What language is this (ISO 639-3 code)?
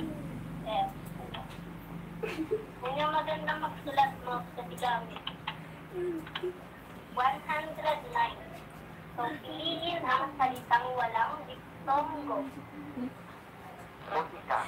fil